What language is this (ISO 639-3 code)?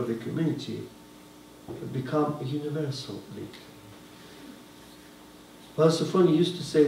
eng